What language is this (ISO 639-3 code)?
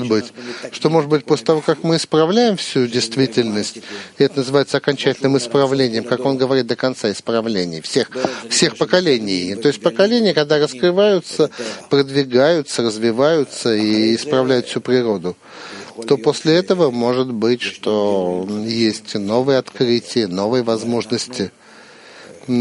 rus